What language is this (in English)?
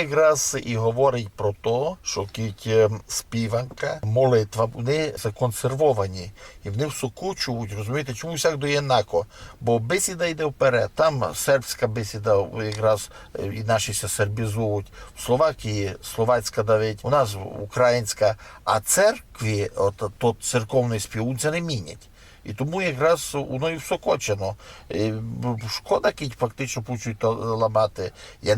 Rusyn